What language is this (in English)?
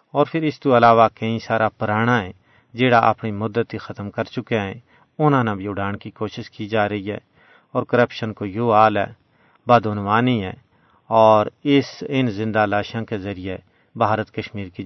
Gujari